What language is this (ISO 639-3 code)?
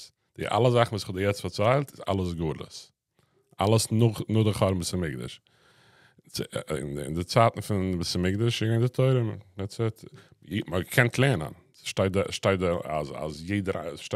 yid